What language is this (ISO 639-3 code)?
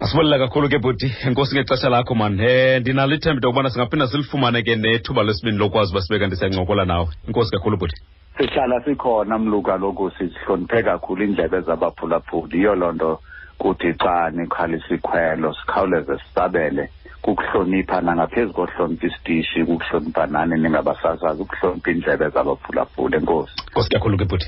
xho